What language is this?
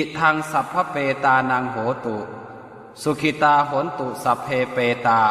Pali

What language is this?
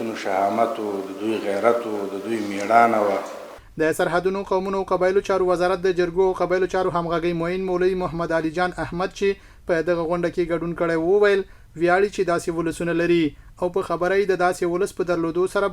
Pashto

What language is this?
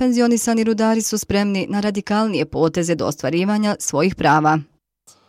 Bosnian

